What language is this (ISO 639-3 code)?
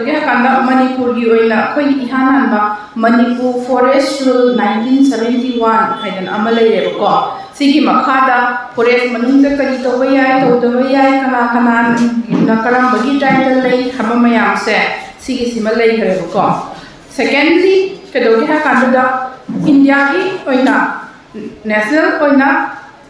mni